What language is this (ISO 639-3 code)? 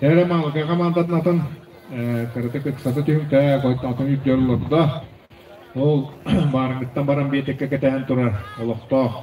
sah